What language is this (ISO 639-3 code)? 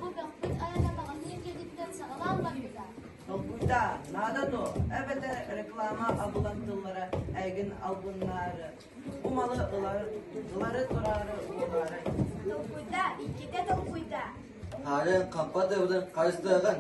sah